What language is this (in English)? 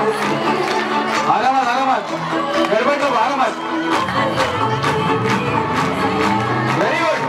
Marathi